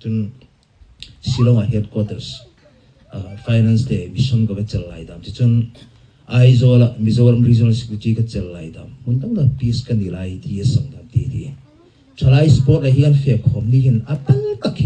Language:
Hmar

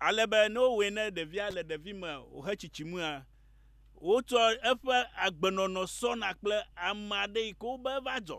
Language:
Ewe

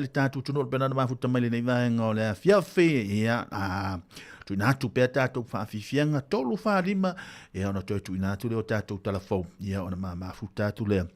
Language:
Samoan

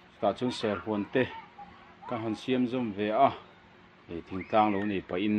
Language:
Mizo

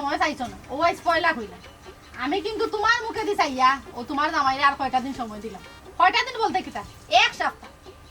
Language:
Sylheti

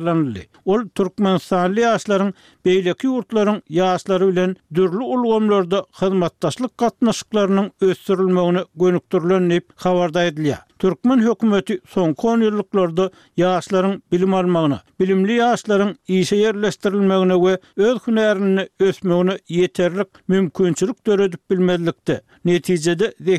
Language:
Turkmen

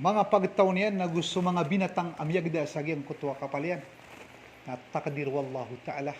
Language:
Maranao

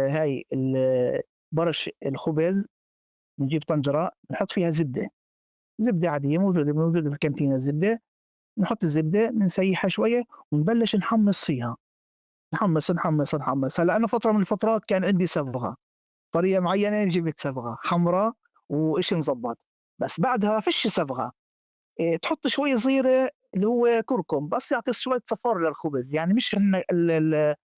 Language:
North Levantine Arabic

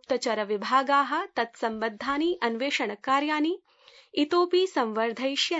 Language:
Sanskrit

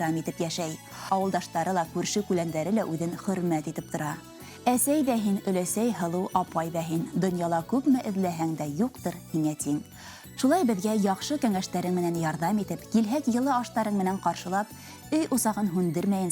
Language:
Bashkir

